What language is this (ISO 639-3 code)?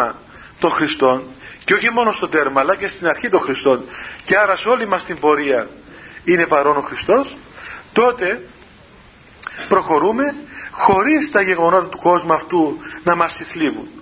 ell